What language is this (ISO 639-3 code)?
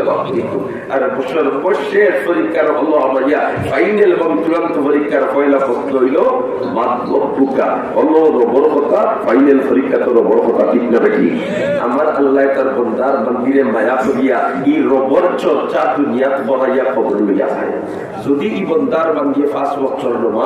syl